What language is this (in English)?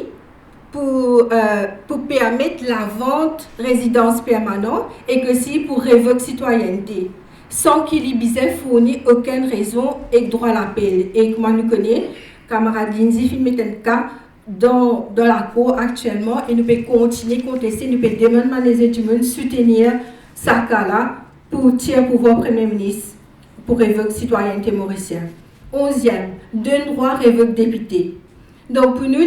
Morisyen